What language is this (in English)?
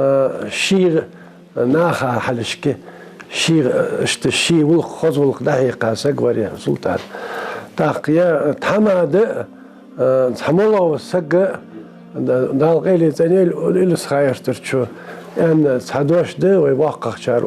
Ingush